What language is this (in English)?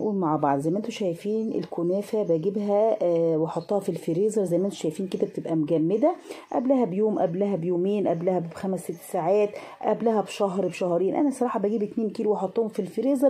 Egyptian Arabic